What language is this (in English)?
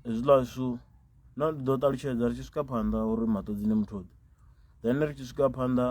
Venda